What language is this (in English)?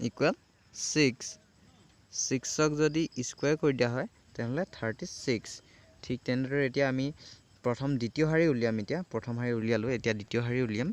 Assamese